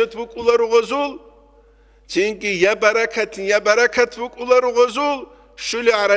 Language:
Avaric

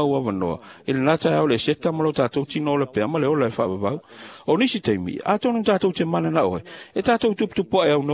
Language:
Samoan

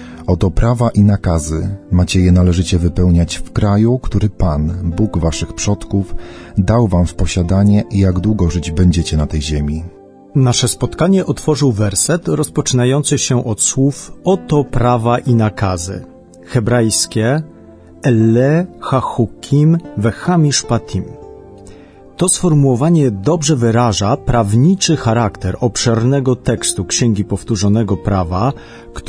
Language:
Polish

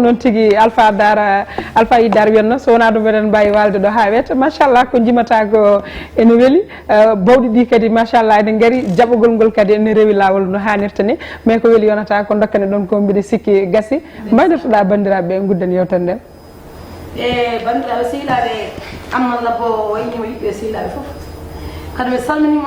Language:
Fula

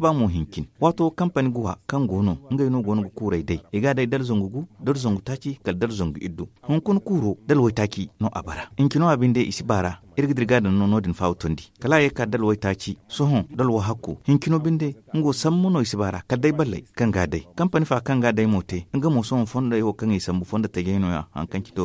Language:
Zarma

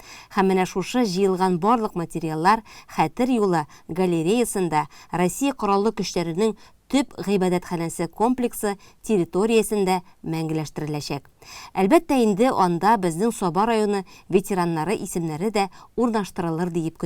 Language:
Tatar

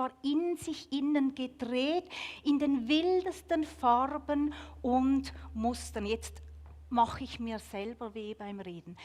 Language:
Swiss German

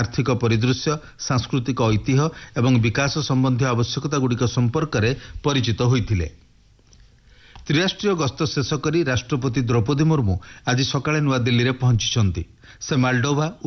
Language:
Odia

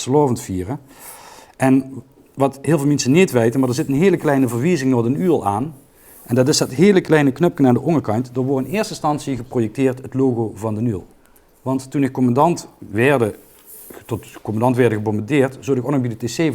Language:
Limburgish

